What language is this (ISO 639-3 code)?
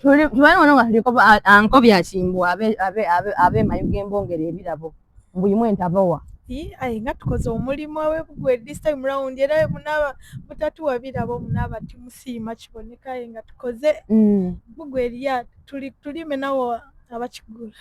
xog